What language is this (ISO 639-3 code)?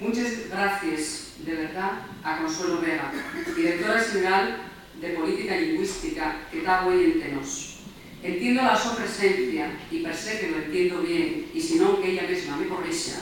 ast